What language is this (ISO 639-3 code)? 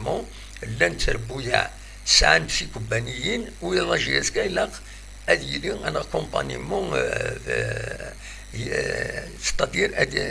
kab